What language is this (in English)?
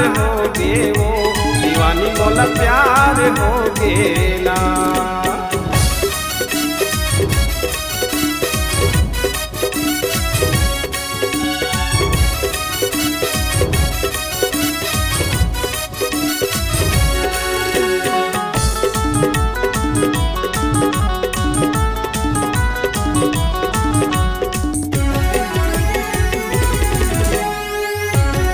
Chhattisgarhi